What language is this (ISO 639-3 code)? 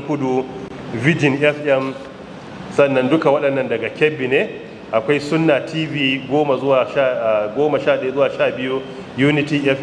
hau